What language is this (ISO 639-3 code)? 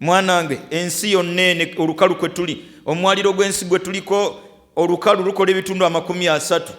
lug